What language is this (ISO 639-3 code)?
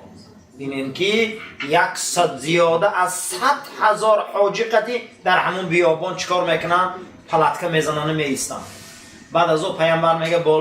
tgk